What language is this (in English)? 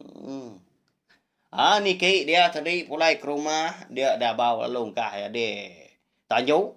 Iban